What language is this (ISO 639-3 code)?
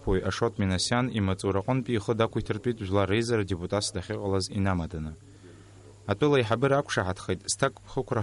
abk